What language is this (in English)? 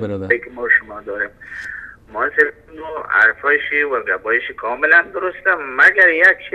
Persian